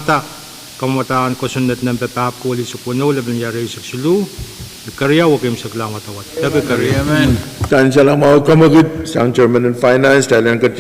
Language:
Pohnpeian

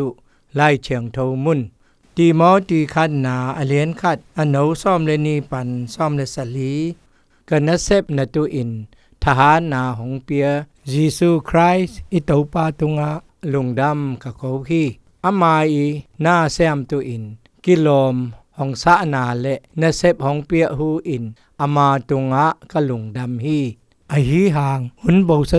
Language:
Zou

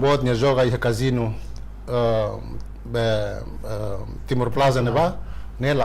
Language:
Tetum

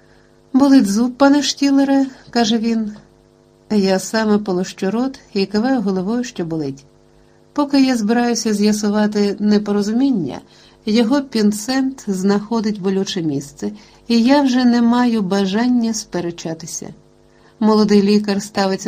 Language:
Ukrainian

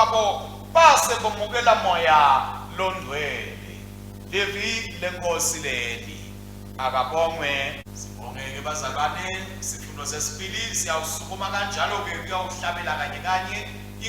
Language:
Swati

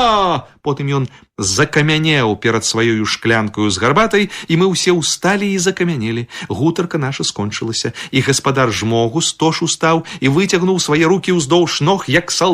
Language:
Belarusian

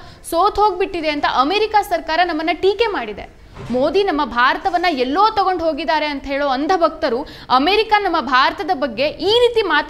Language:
Kannada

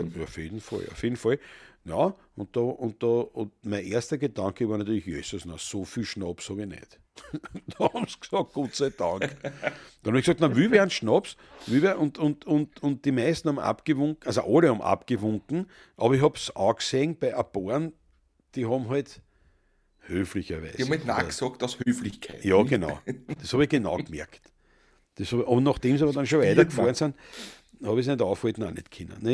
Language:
Bavarian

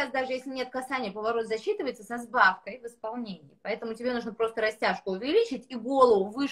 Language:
Russian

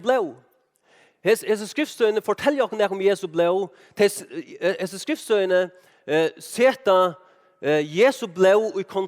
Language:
Faroese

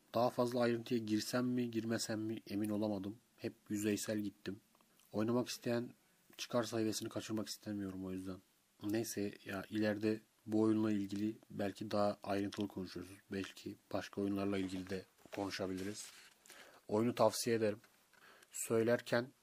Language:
Turkish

